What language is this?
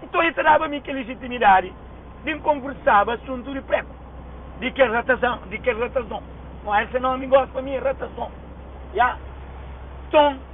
Kabuverdianu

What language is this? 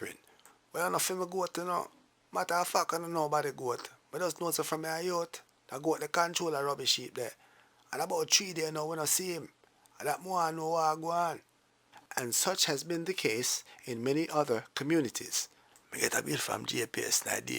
Jamaican Creole English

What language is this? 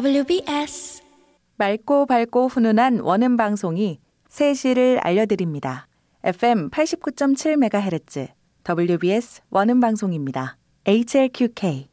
Korean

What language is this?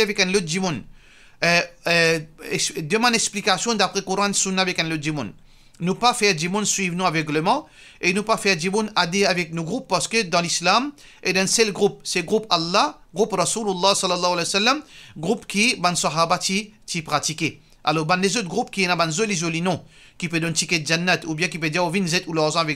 Morisyen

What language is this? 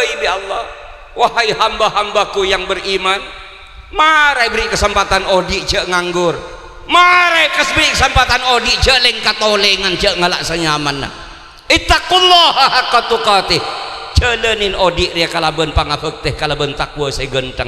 Madurese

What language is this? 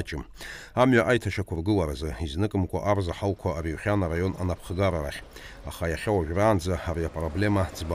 Abkhazian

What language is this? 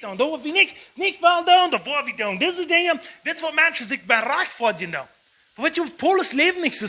Plautdietsch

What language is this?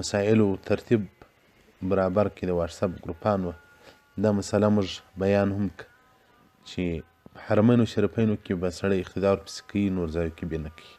Pashto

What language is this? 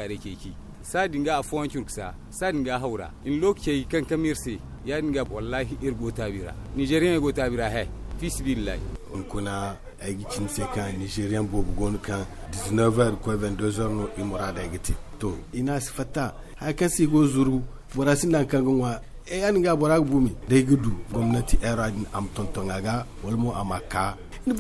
Zarma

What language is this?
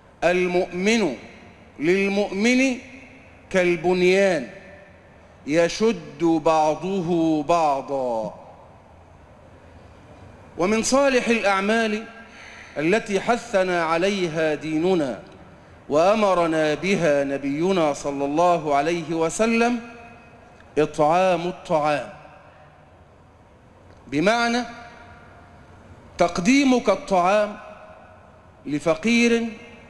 Arabic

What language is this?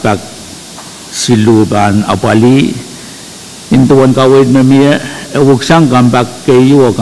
Pohnpeian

